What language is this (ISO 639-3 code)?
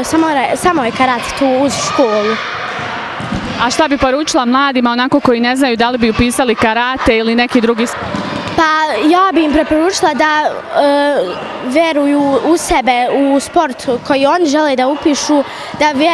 bos